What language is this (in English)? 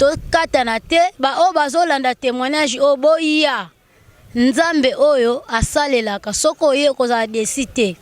Lingala